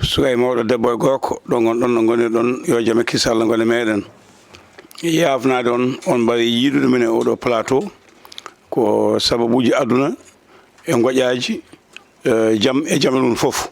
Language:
Fula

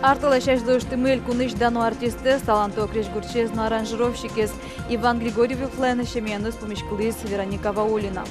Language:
Udmurt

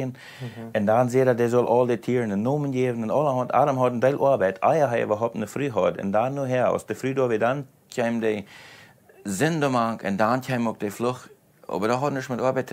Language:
Plautdietsch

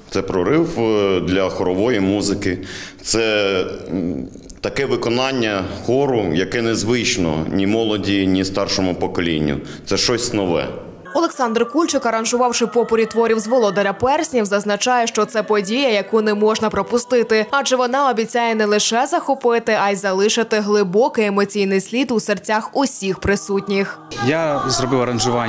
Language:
Ukrainian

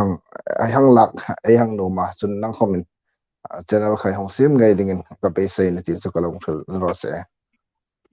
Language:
Hmar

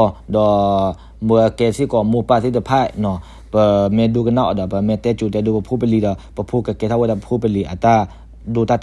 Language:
S'gaw Karen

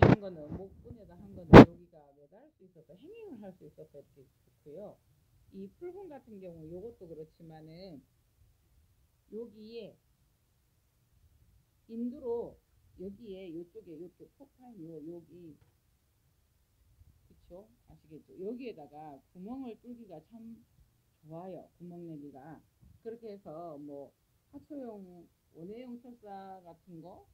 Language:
Korean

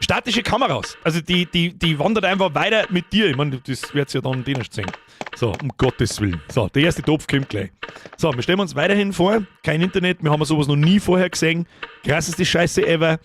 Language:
Bavarian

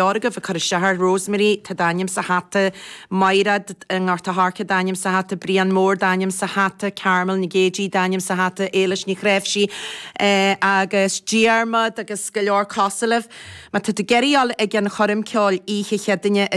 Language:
Irish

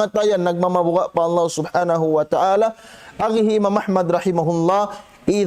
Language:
Tausug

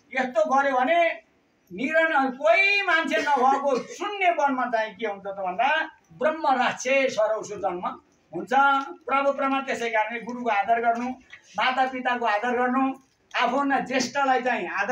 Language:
Nepali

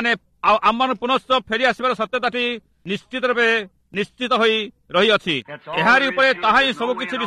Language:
Odia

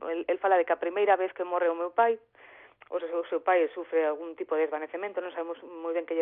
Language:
Galician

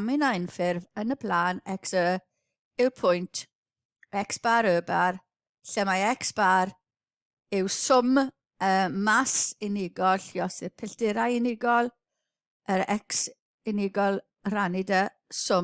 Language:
Welsh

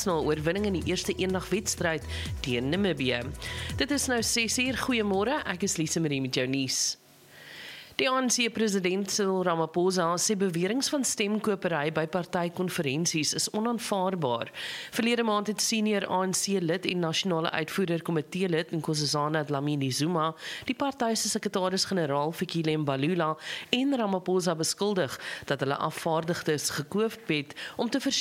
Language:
Afrikaans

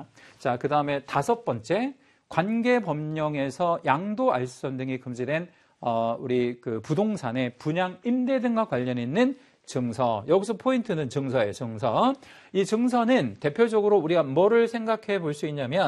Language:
Korean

